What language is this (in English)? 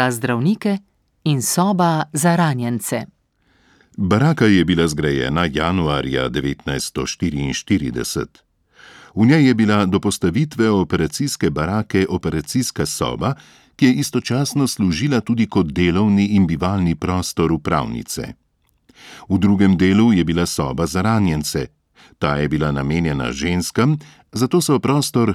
Slovenian